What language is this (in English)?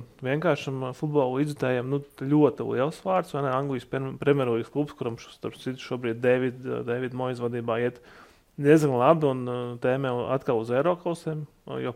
Latvian